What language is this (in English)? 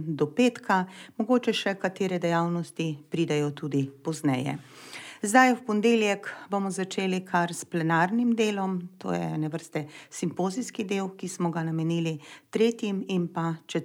Slovenian